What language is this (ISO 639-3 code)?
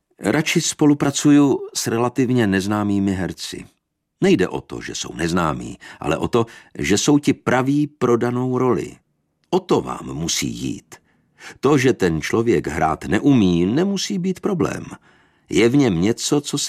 ces